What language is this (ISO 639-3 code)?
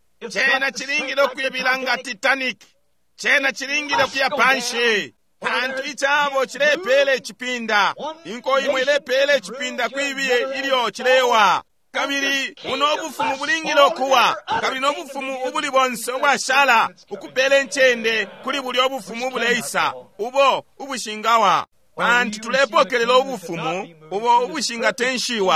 bem